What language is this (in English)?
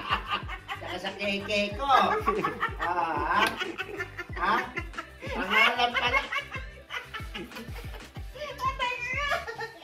Filipino